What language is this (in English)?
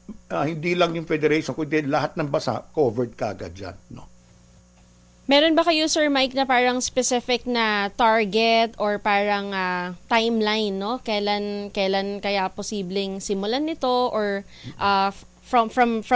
Filipino